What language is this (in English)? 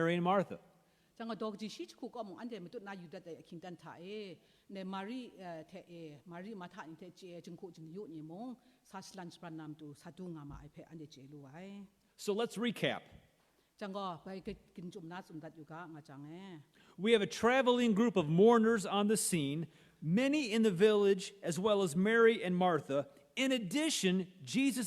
Kachin